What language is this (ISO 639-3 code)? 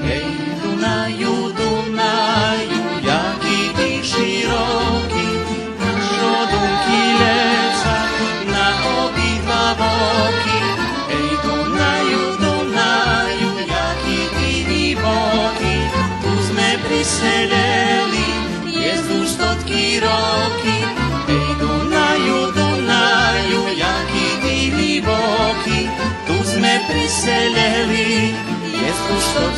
rue